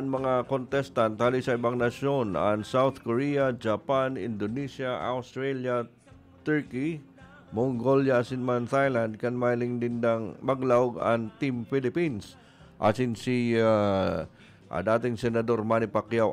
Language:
Bikol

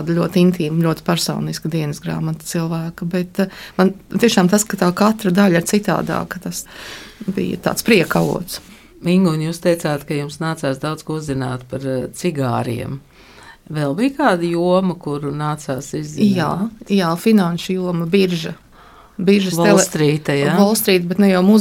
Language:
Latvian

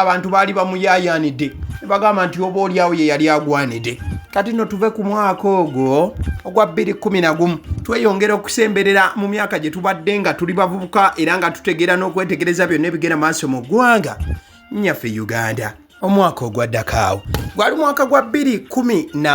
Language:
Ganda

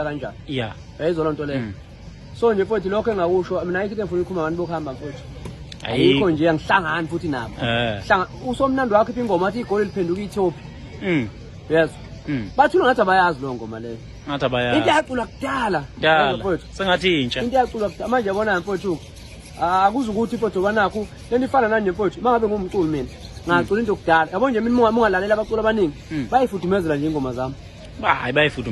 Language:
Zulu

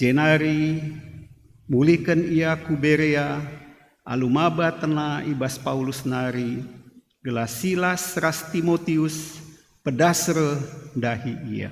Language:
Batak Karo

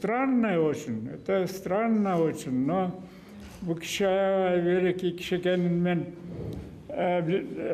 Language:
Kyrgyz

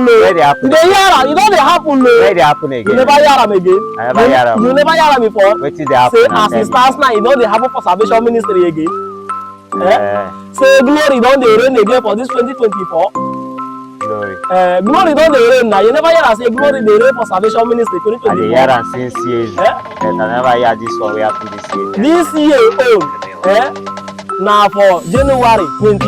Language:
Nigerian Pidgin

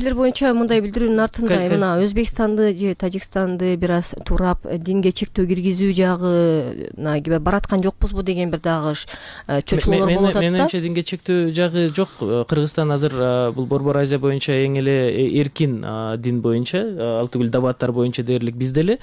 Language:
Kyrgyz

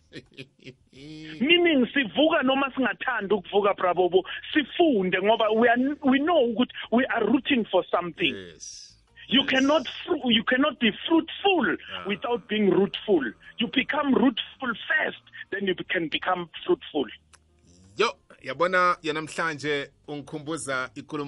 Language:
South Ndebele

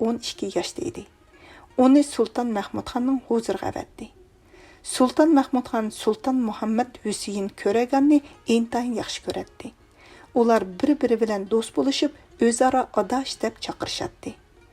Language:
Uyghur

